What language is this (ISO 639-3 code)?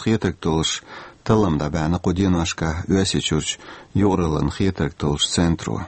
che